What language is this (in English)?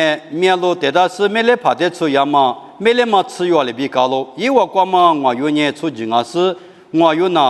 Lisu